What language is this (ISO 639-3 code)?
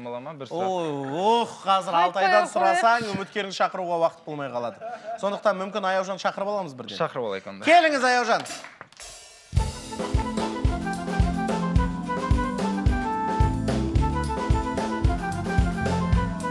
kaz